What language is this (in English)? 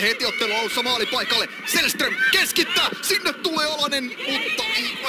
Finnish